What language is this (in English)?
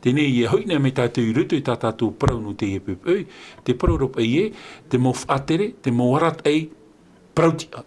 Tahitian